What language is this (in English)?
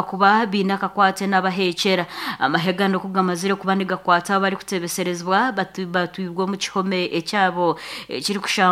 Nyoro